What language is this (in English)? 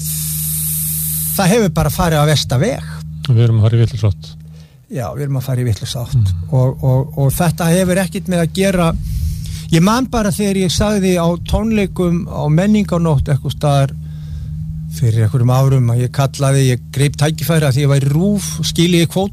Icelandic